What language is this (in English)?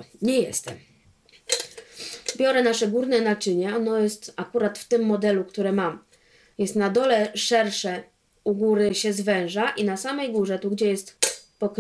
Polish